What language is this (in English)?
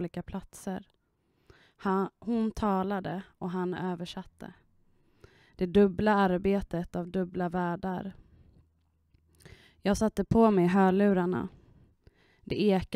Swedish